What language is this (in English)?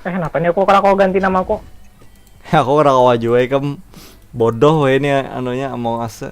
Banjar